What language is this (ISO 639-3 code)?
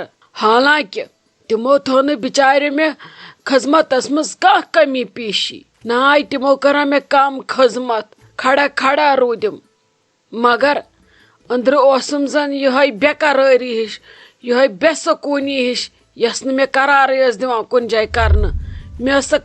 kas